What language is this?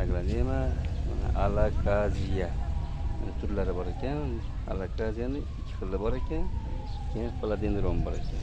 Uzbek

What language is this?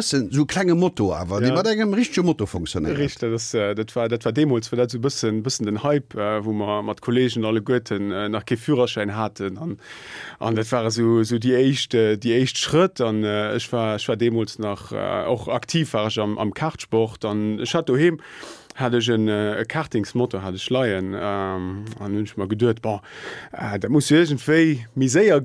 Luxembourgish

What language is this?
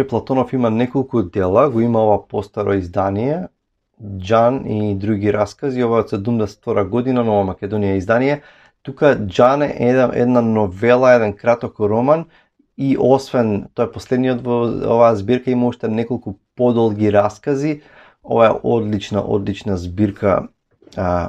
Macedonian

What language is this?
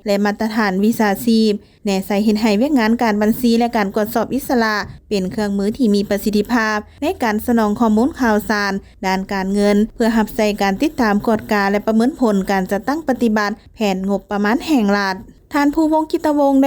Lao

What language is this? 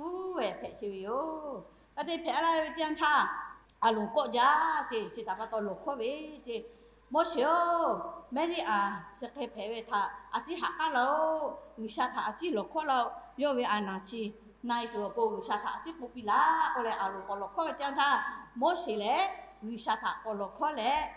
Lahu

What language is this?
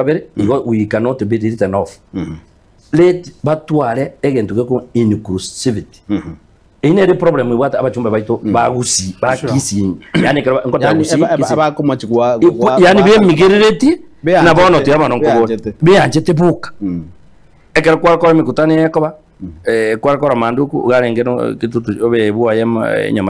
Gusii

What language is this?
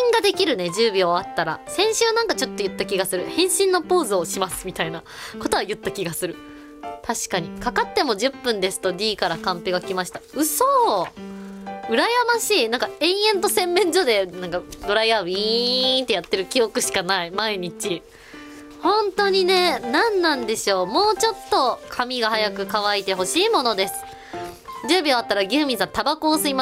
Japanese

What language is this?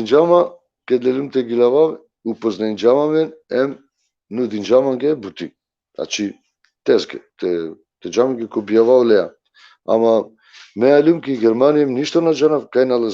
Balkan Romani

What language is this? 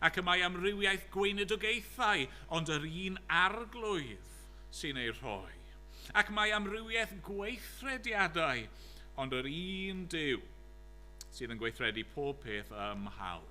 Welsh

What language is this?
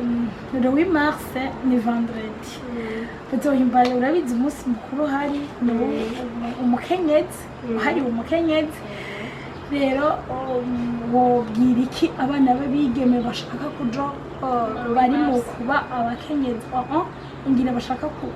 Rundi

